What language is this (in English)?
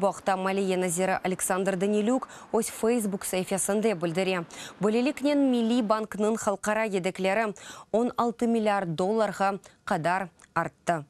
Crimean Tatar